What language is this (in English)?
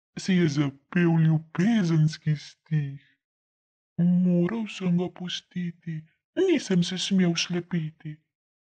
Slovenian